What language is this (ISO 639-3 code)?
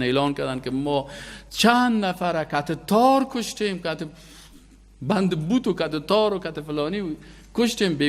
fas